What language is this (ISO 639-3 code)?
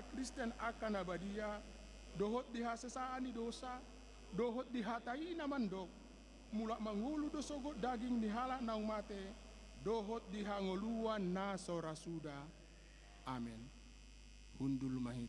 bbc